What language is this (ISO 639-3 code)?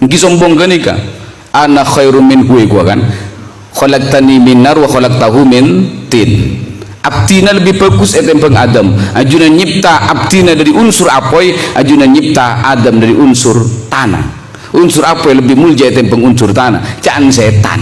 mad